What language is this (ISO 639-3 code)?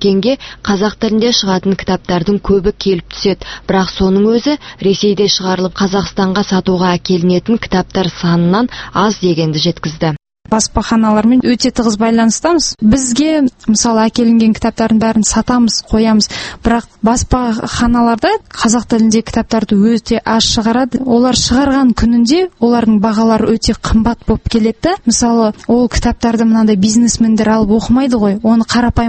kaz